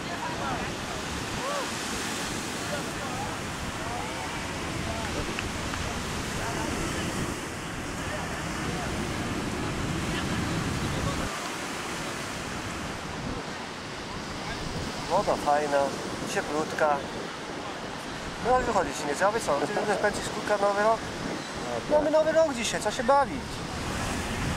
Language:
Polish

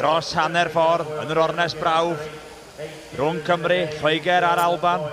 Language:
Welsh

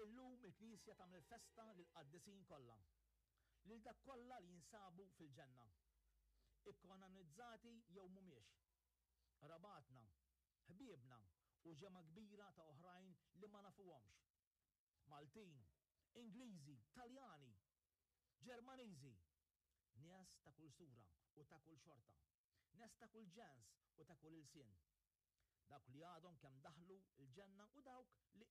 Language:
Maltese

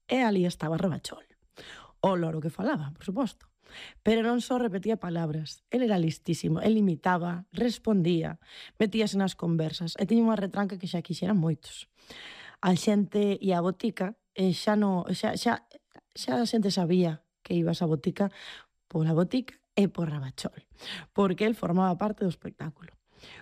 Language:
Galician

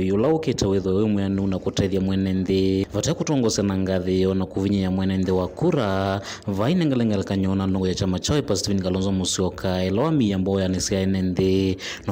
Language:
Kamba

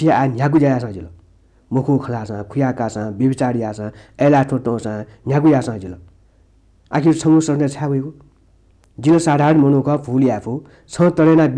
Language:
Newari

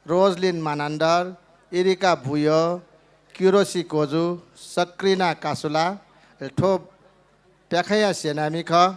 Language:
Newari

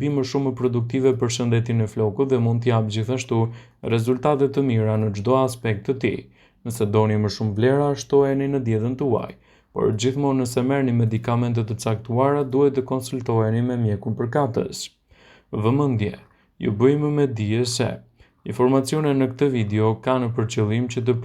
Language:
Albanian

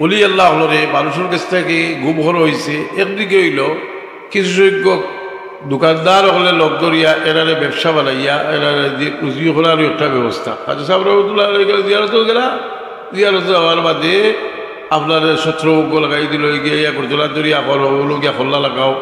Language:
Sylheti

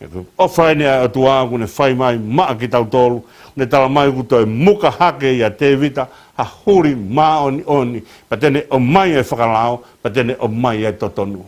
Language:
Tongan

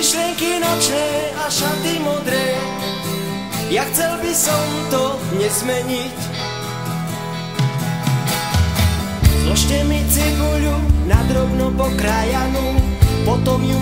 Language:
Slovak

